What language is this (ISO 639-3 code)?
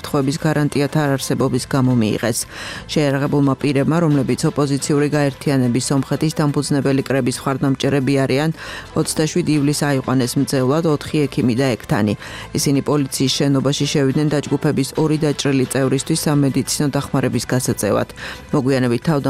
kat